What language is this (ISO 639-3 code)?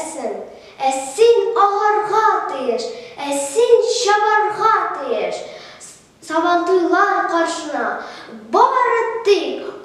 tat